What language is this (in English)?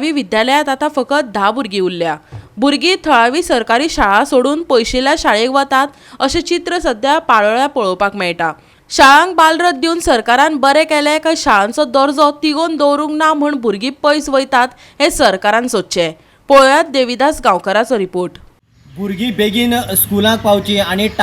Konkani